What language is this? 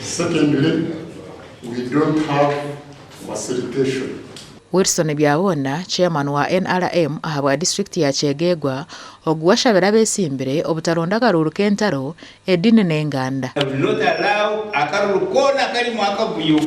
Nyankole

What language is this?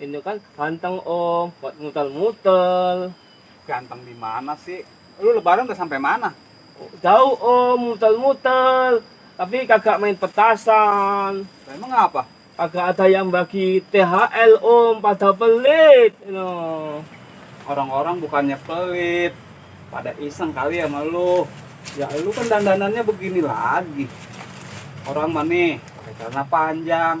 Betawi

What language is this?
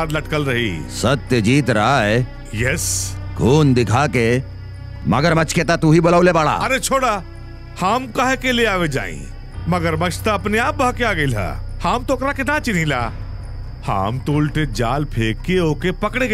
Bhojpuri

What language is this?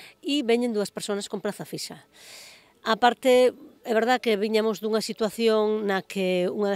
Galician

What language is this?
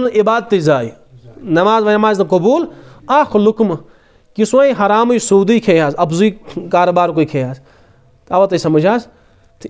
Kashmiri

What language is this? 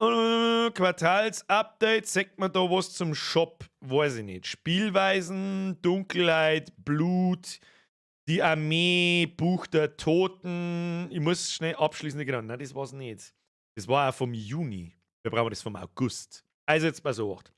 Bavarian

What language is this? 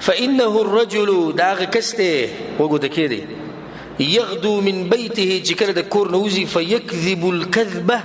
Pashto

